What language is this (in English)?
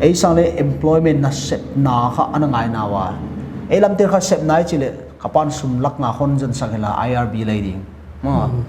Paite Chin